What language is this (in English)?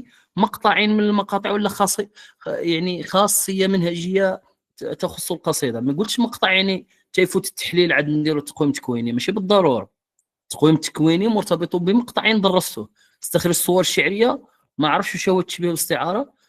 Moroccan Arabic